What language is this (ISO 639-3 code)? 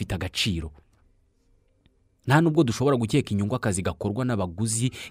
kin